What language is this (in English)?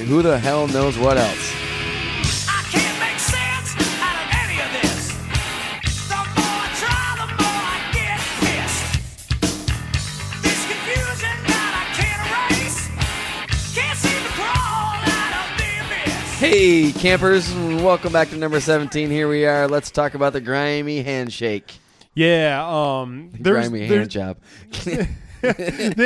English